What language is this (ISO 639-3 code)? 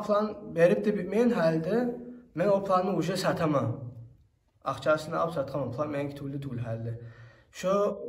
kum